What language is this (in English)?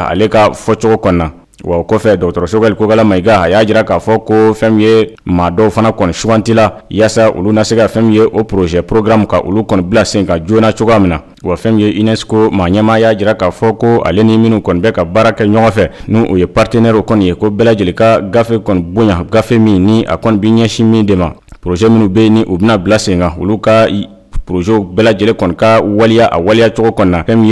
Bambara